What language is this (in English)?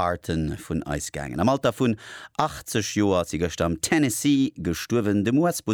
Luxembourgish